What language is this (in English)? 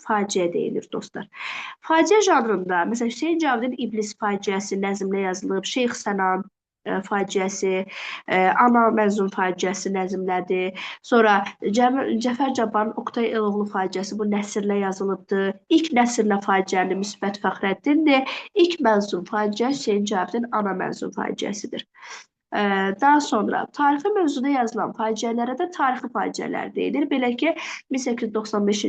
Azerbaijani